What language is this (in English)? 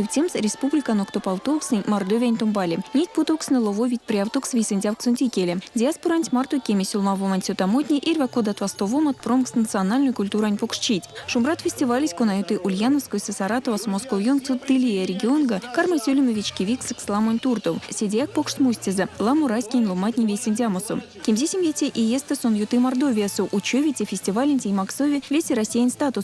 Erzya